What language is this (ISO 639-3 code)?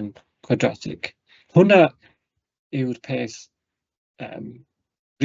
cym